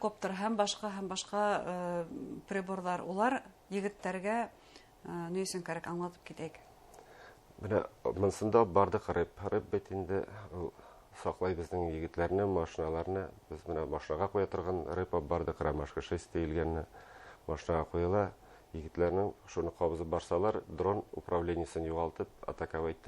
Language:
Bashkir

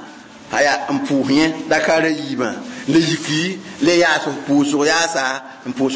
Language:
Mossi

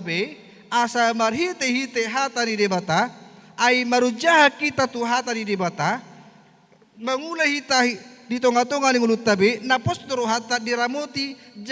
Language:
Batak Toba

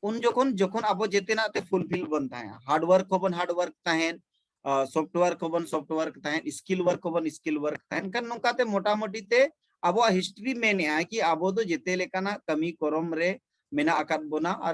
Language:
Santali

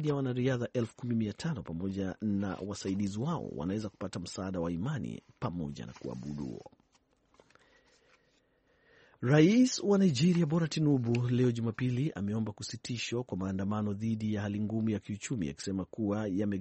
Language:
Swahili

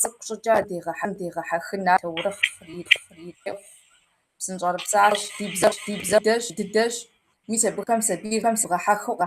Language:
Kabardian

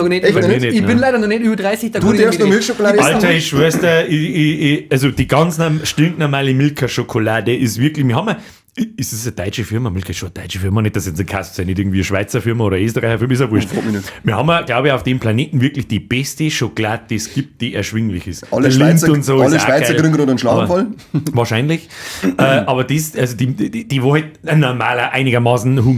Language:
Bavarian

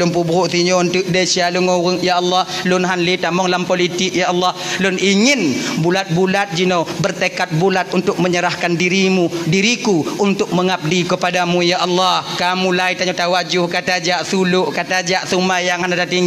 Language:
Achinese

